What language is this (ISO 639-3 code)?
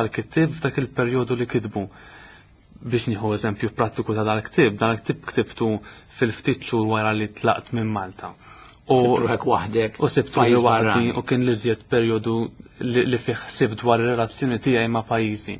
mlt